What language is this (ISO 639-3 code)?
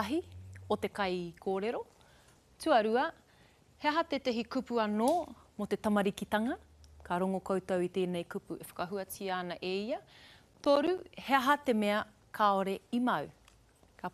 mri